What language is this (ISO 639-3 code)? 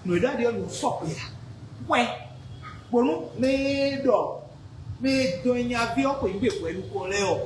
fon